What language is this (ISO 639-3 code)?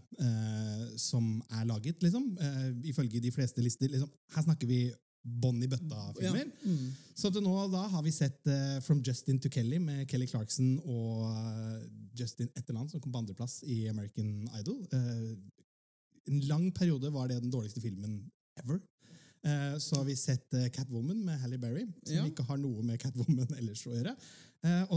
nor